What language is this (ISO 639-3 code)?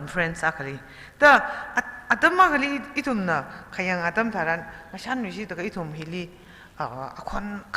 nmf